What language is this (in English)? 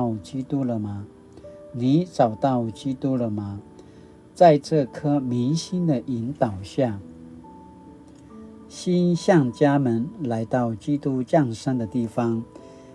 Paiwan